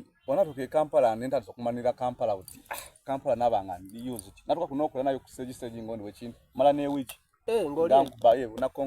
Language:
Soga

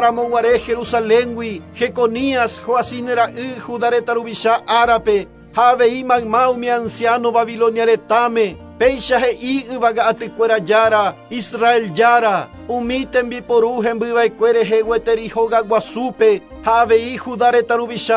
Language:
Guarani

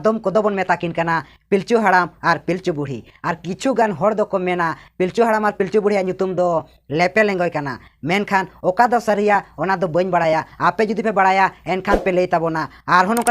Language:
Santali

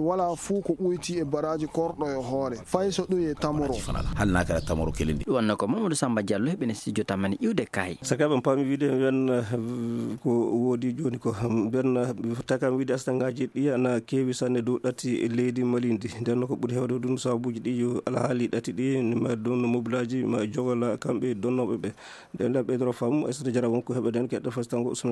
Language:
Fula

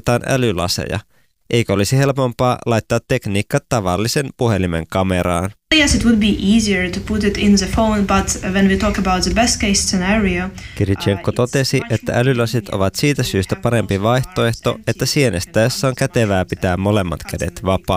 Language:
Finnish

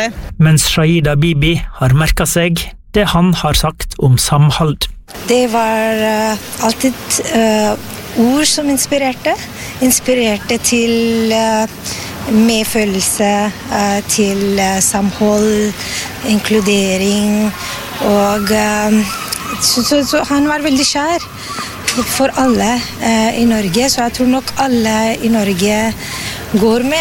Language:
Norwegian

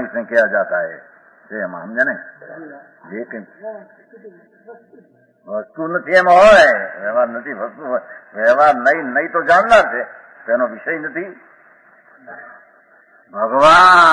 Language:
Gujarati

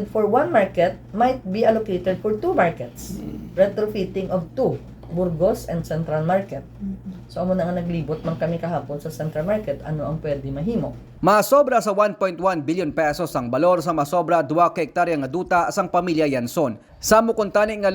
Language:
Hiligaynon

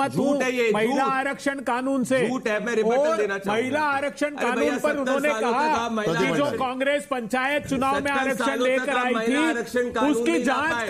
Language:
Hindi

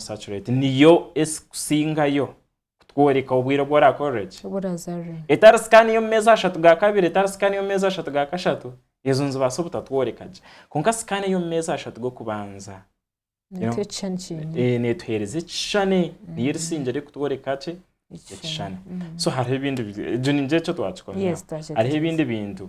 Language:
Nyankole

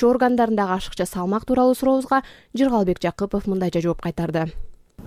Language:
Kyrgyz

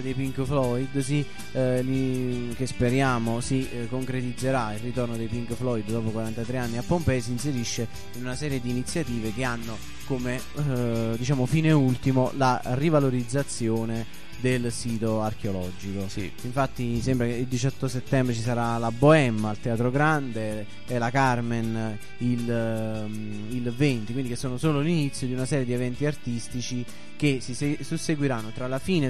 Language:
Italian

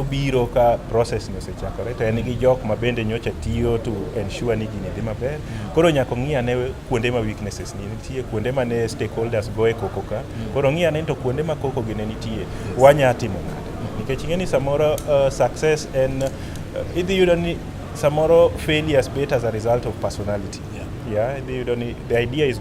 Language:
Luo (Kenya and Tanzania)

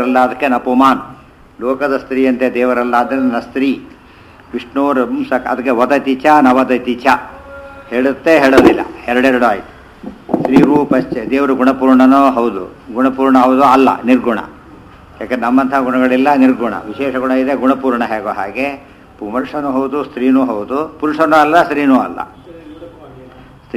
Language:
Kannada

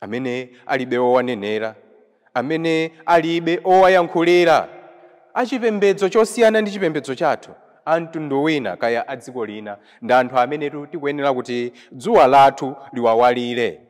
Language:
Nyanja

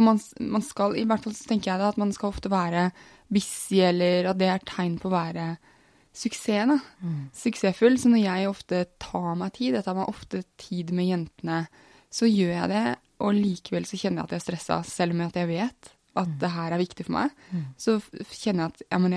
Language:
Norwegian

